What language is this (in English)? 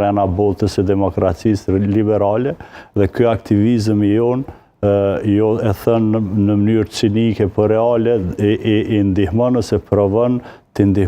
Albanian